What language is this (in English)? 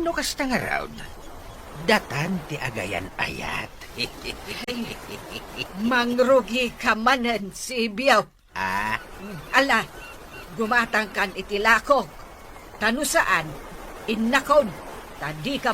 Iloko